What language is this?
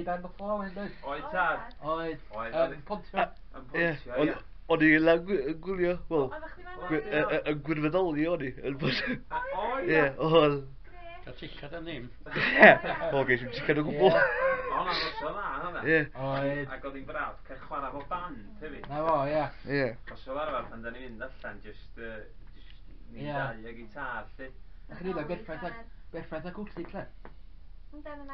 Welsh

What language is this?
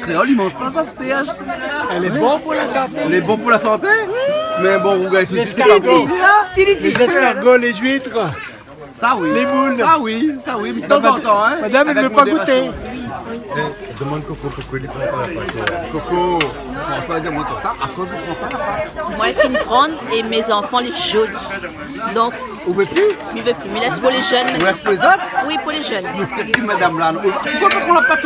Réunion Creole French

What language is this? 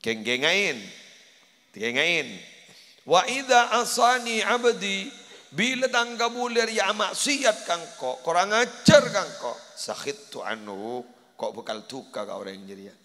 Madurese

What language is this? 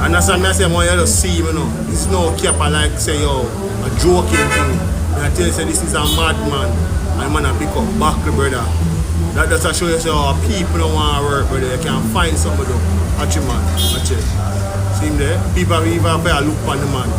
Jamaican Creole English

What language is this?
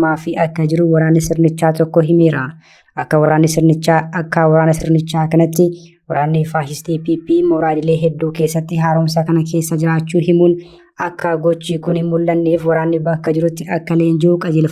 Oromo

